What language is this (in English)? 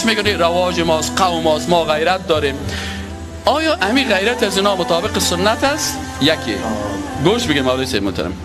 Persian